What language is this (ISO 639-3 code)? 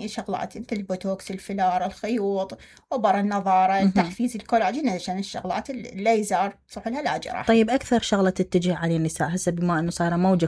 acm